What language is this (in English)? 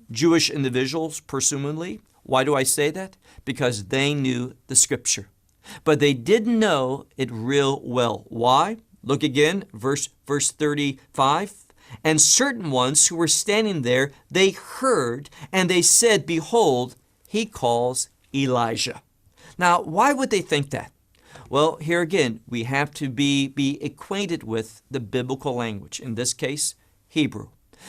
English